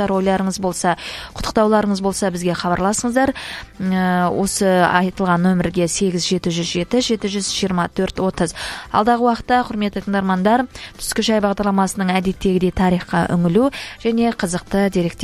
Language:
Kazakh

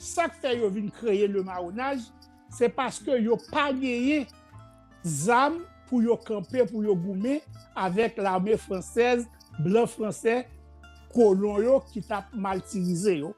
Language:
Haitian Creole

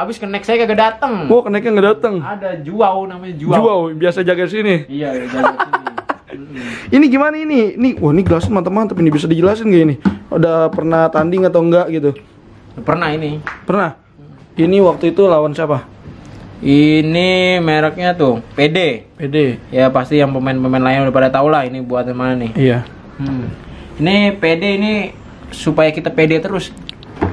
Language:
Betawi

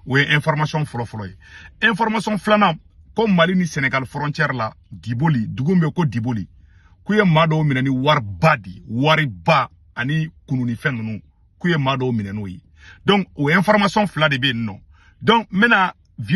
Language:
Bambara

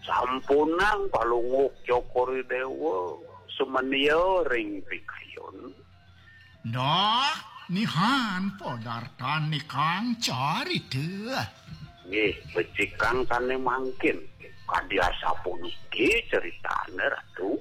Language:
Balinese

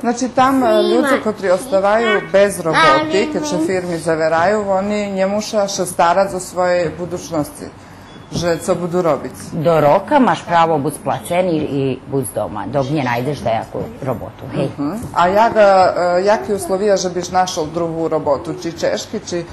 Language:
Rusyn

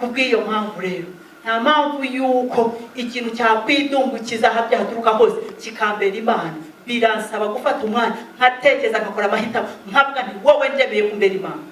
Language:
Kinyarwanda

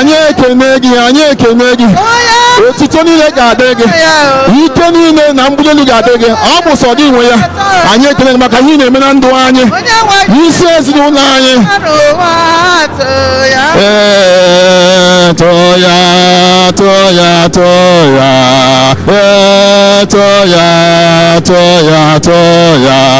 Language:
Igbo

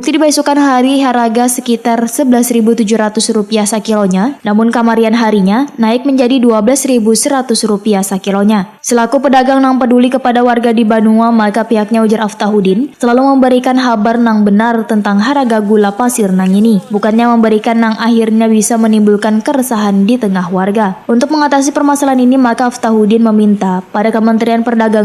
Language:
Banjar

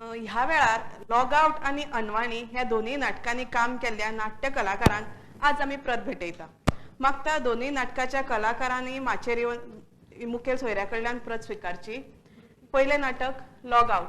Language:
Konkani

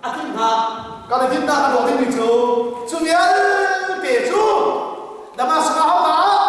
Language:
Hakha Chin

